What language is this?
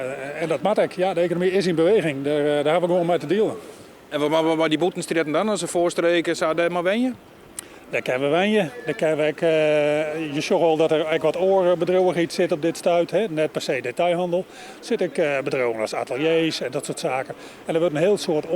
Western Frisian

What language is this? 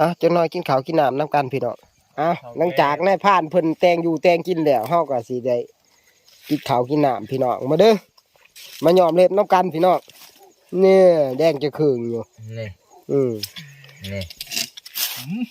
Northeastern Thai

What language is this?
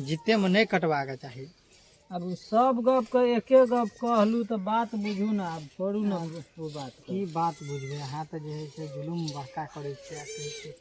Maithili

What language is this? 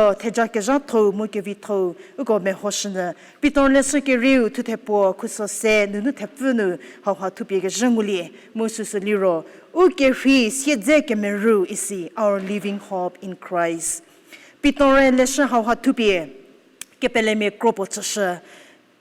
Angami Naga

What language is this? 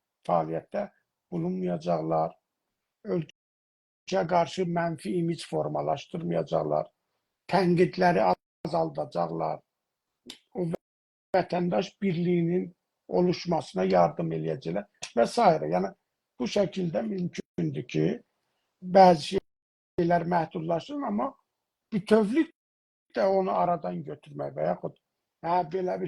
South Azerbaijani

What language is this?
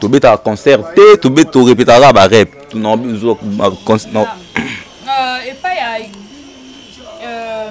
Lingala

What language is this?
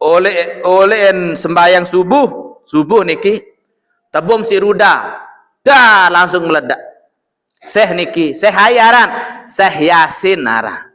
Sasak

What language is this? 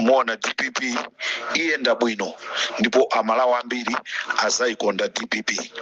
Nyanja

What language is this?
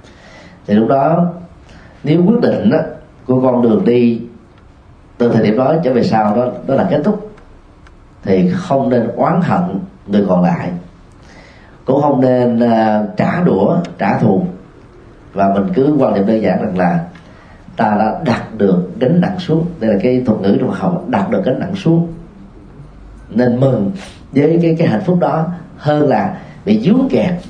Vietnamese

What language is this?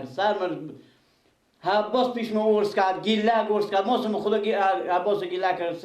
Persian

